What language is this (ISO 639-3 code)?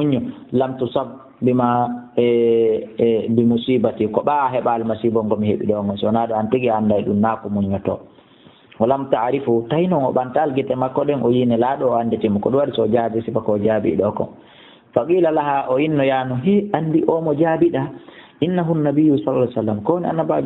ful